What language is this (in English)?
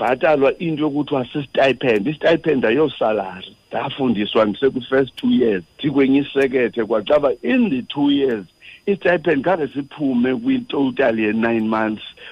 Xhosa